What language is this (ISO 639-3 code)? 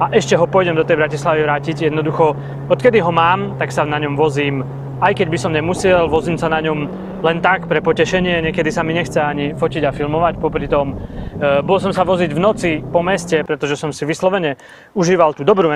slk